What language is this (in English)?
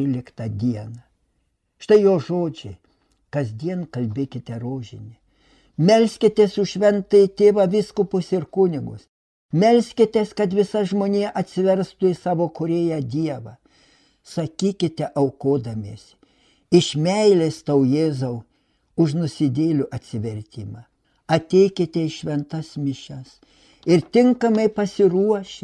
Lithuanian